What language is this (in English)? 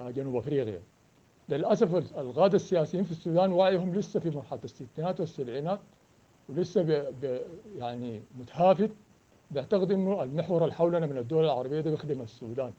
Sudanese Arabic